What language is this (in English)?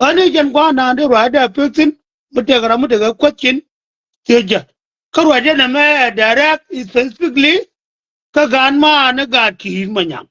Nuer